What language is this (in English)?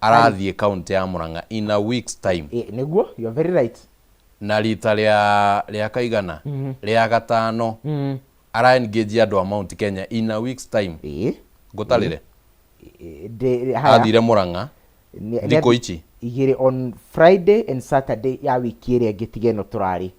Kikuyu